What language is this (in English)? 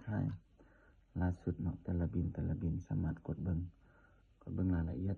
Lao